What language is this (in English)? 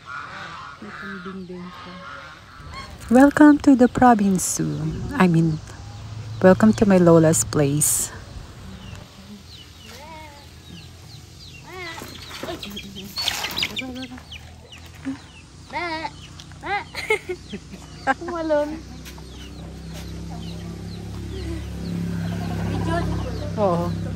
Filipino